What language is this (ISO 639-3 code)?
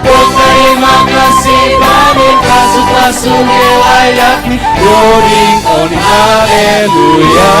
bts